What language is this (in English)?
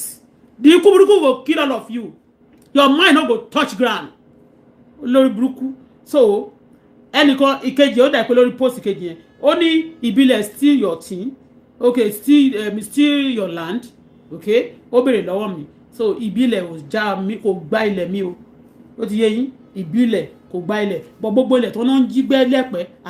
Yoruba